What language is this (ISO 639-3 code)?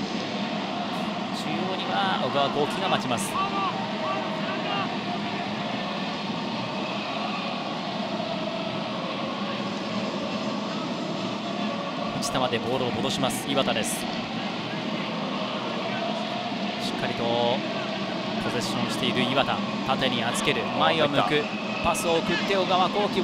jpn